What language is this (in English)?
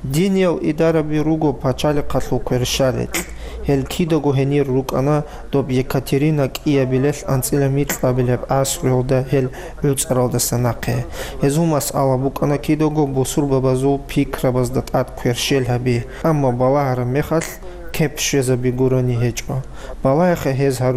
Avaric